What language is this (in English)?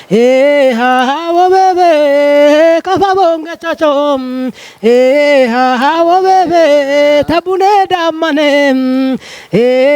Kafa